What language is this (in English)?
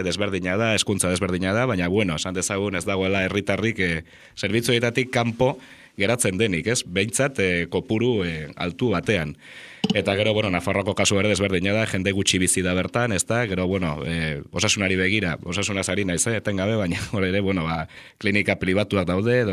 Basque